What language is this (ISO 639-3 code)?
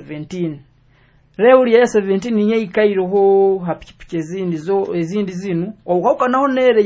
nyo